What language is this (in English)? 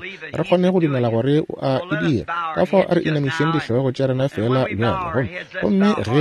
Northern Sotho